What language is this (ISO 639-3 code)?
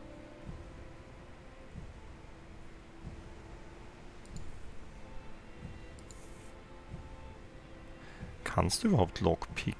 deu